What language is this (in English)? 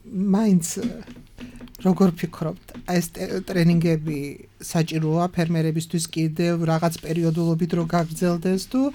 Georgian